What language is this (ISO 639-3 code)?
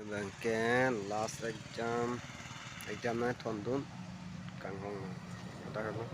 mjw